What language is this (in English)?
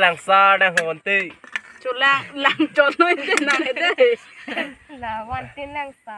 Karbi